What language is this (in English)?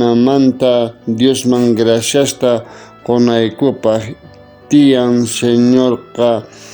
South Bolivian Quechua